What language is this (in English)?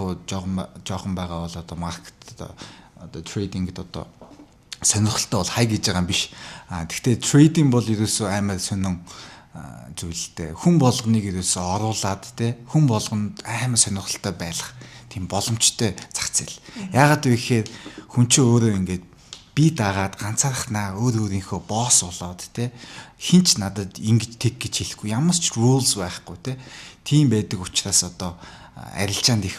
Mongolian